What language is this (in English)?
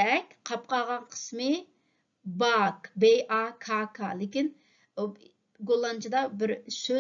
Uyghur